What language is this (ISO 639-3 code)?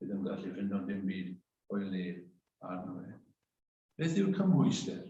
cym